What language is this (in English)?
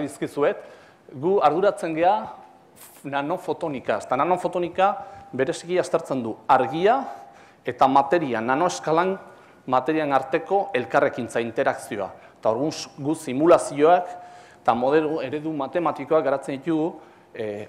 Basque